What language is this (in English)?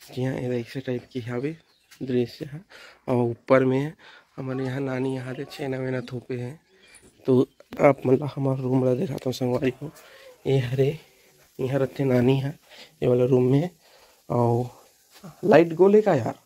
Chhattisgarhi